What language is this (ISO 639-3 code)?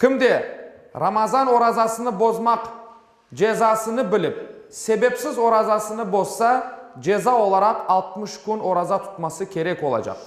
crh